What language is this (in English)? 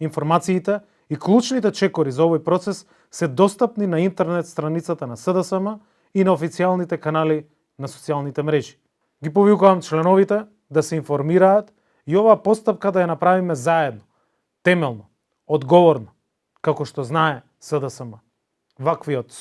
Macedonian